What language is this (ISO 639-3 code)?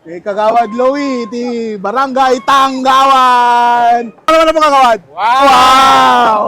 ilo